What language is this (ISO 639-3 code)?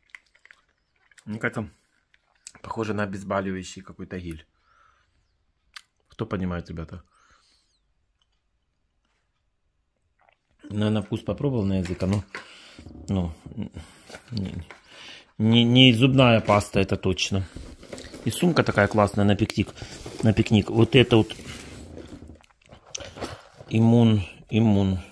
rus